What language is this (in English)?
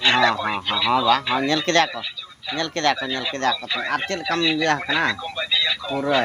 Santali